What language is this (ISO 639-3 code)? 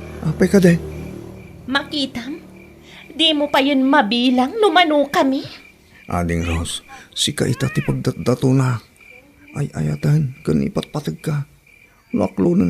ilo